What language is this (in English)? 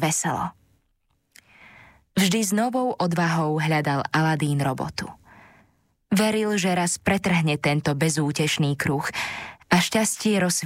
Slovak